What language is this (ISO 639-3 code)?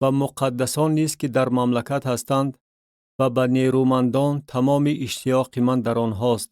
tgk